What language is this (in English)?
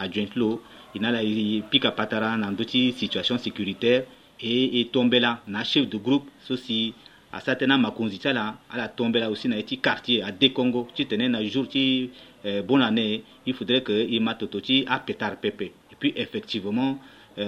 Sango